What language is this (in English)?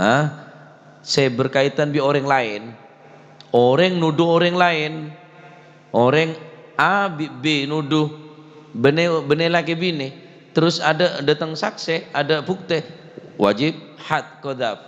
Madurese